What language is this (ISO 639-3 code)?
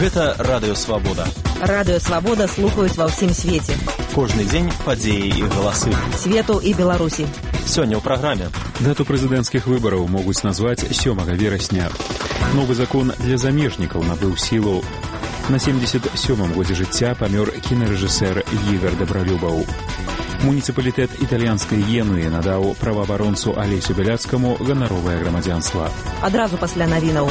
bel